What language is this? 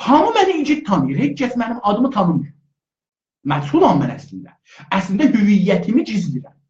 South Azerbaijani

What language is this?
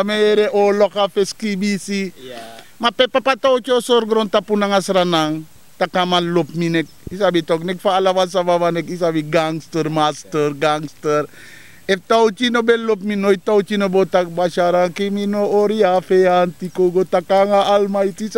Sranan Tongo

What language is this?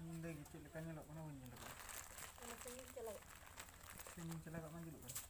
Santali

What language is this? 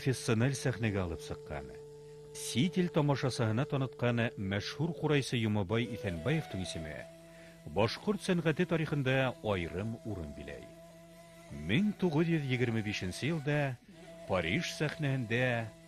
Bashkir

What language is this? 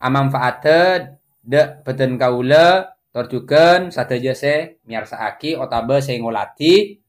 Madurese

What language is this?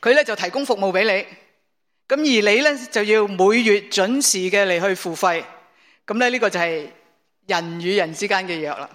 Cantonese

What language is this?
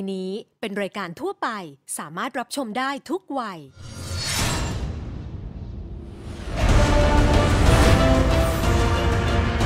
Thai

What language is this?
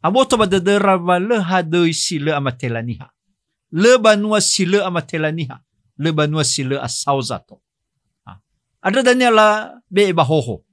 Nias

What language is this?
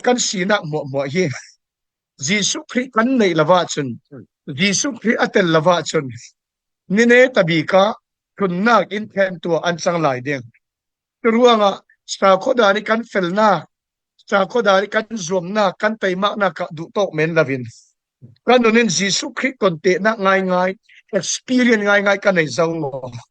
Falam Chin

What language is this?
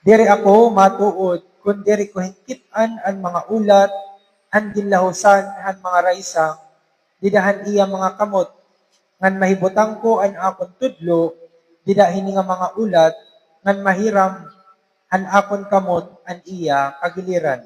Waray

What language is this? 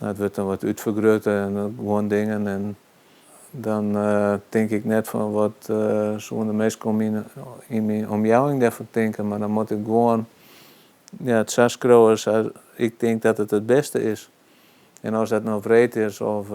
Western Frisian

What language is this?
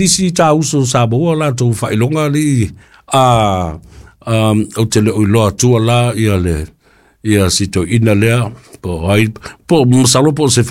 Samoan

